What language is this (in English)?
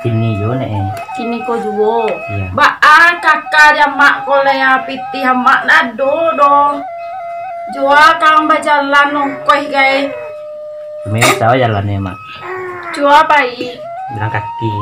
Minangkabau